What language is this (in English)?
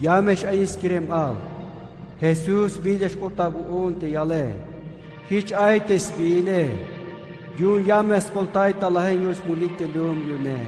Tzeltal